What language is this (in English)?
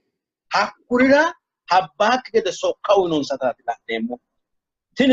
Sidamo